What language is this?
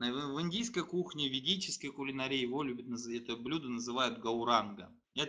Russian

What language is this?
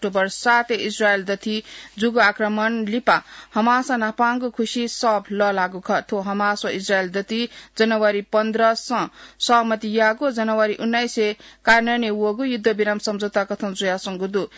Newari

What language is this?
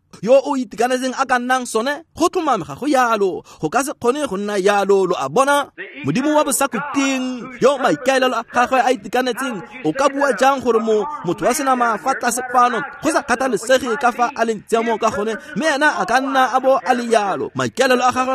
Tswana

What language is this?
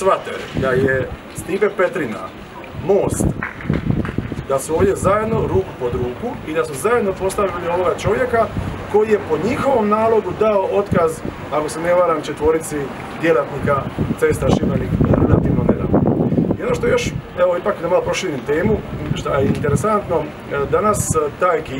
Croatian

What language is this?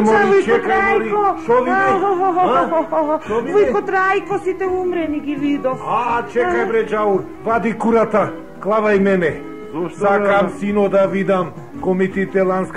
Macedonian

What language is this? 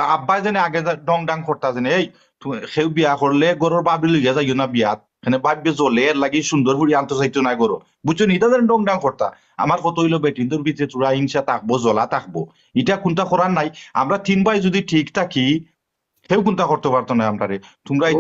Sylheti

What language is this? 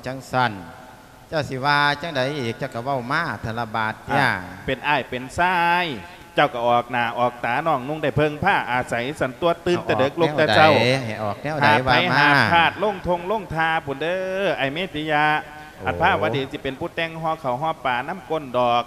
Lao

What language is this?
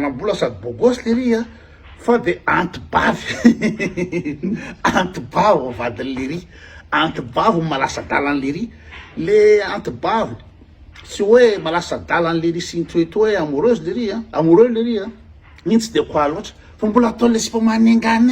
Malagasy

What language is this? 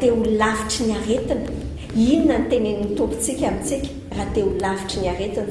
Malagasy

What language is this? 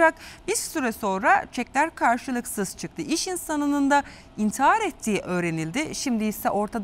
Turkish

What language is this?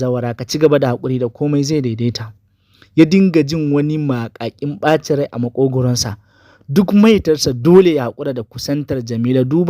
Hausa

